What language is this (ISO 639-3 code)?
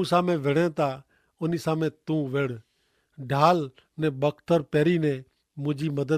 kfr